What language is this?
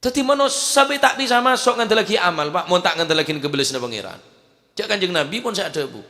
Madurese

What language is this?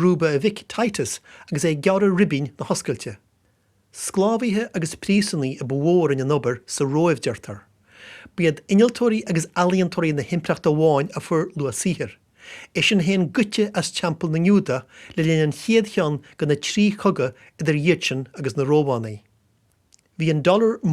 Irish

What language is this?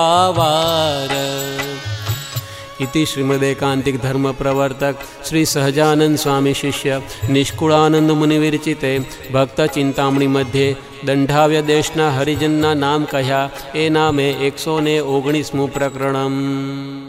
Gujarati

